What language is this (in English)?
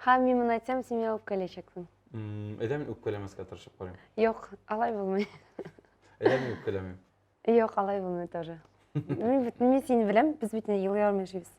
Tatar